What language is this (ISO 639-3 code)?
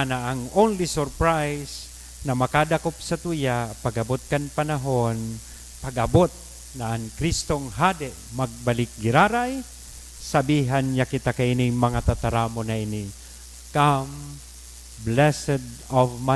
bik